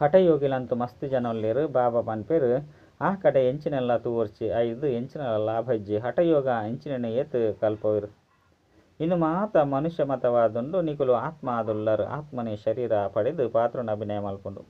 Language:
Tulu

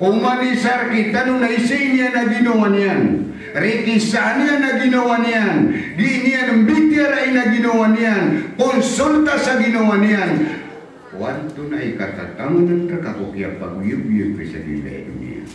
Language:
Maranao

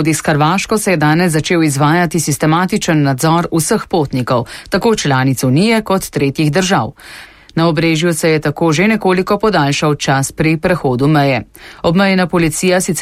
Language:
Slovenian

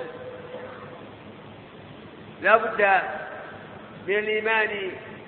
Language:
Arabic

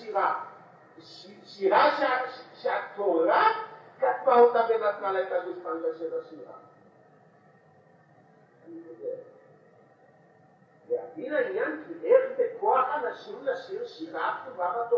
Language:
Hebrew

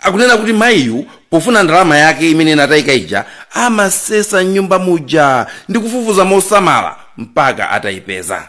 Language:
Nyanja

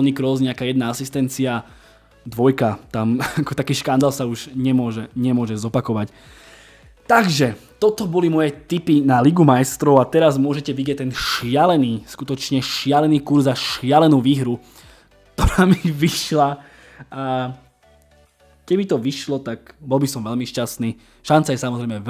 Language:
Slovak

